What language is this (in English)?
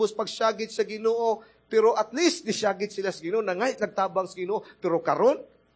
Cebuano